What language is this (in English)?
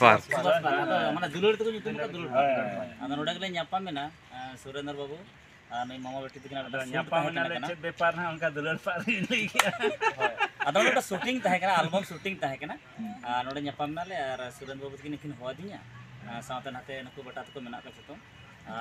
Santali